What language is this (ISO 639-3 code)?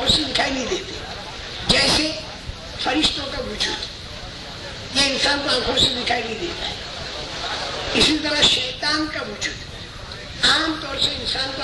urd